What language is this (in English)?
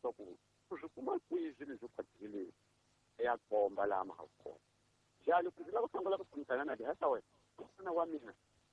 Tsonga